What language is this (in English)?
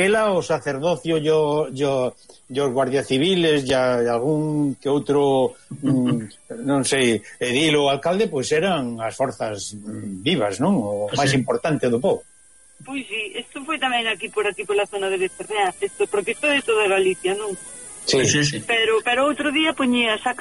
Galician